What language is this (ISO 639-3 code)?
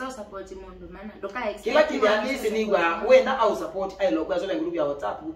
kam